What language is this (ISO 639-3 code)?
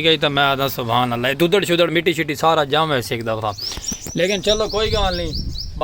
skr